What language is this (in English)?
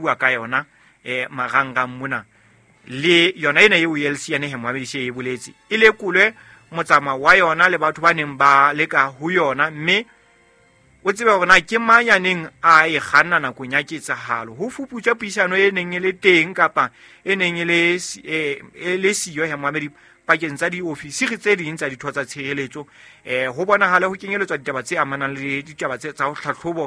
Southern Sotho